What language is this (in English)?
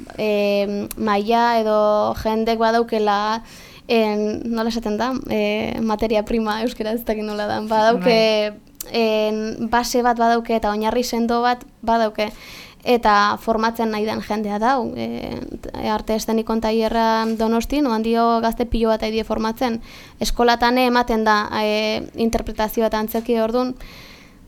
Basque